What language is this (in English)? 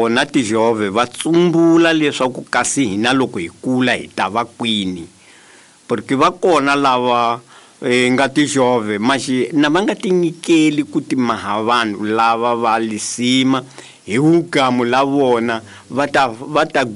Tsonga